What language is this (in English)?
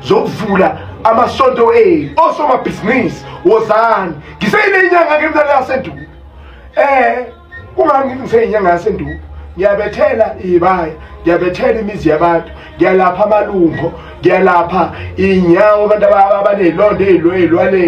Zulu